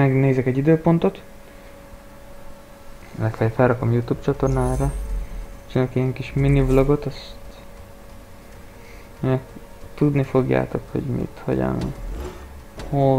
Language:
Hungarian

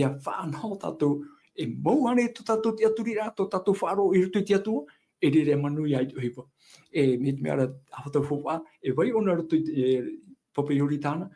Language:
Tahitian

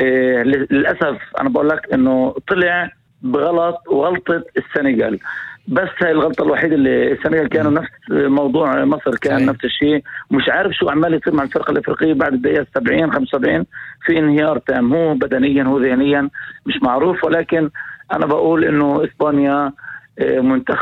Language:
North Levantine Arabic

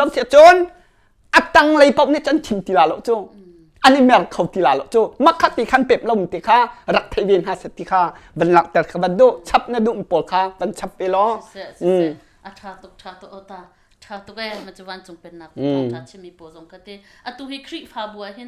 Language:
Hakha Chin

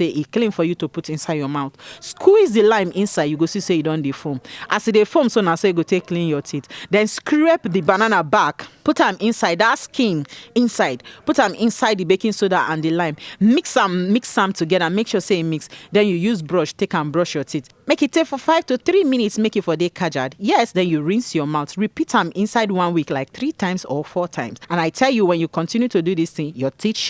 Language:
Nigerian Pidgin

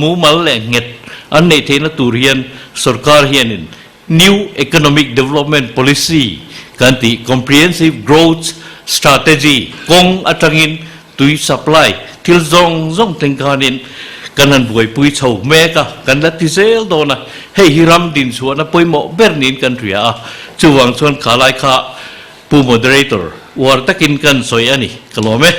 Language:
Mizo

